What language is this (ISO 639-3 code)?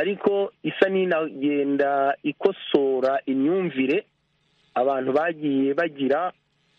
kin